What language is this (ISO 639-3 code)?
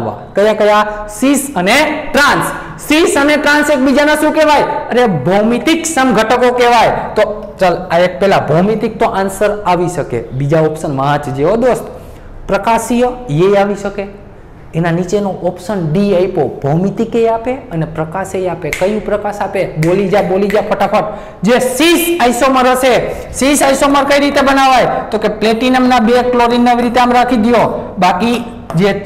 guj